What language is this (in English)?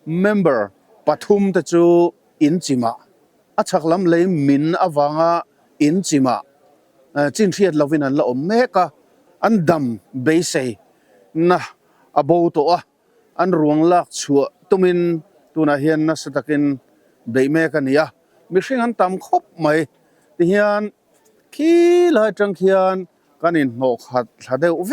Mizo